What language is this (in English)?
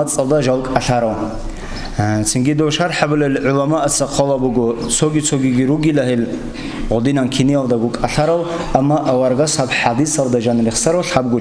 Avaric